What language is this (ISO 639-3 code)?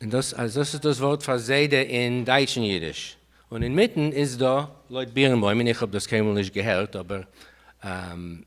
yid